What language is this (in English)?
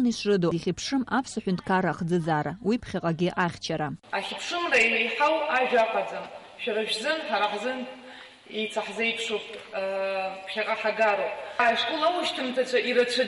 Abkhazian